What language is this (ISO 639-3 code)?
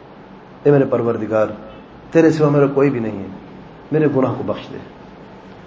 urd